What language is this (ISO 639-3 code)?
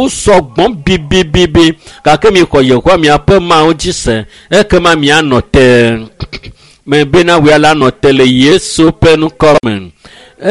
ewe